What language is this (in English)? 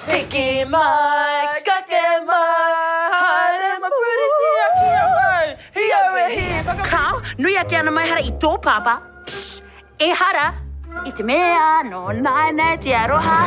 Māori